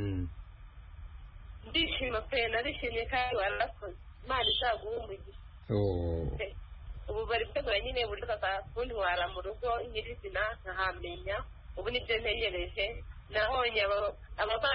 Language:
Kinyarwanda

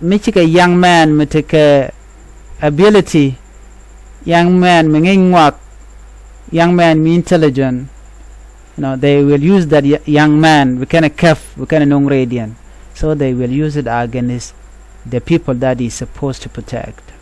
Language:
Nuer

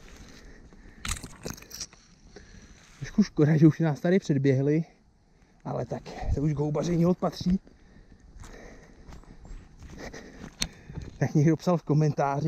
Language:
Czech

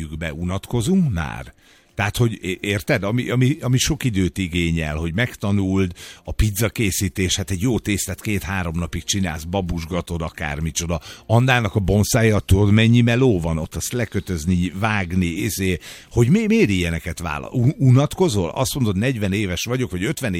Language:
Hungarian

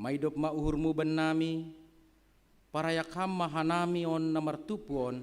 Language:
Batak Simalungun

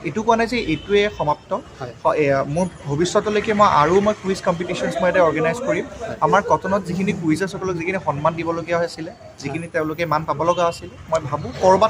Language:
Assamese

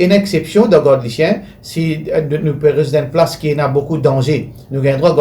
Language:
Morisyen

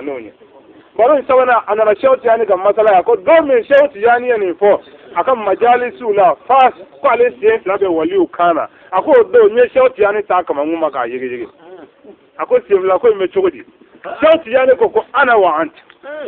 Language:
Bambara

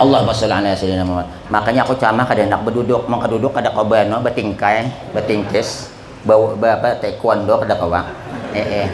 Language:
Banjar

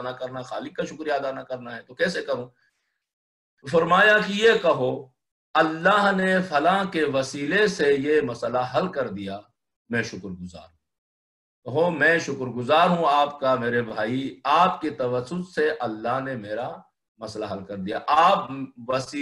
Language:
Urdu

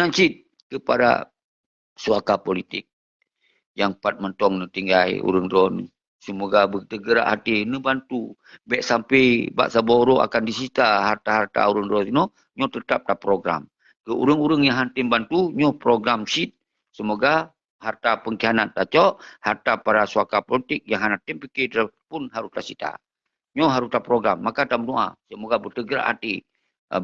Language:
Achinese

